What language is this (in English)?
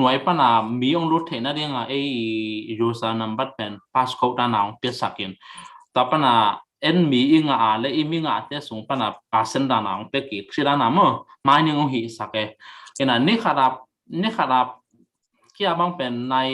Tedim Chin